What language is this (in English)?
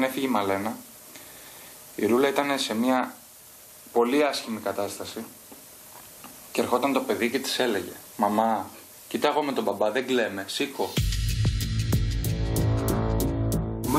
Greek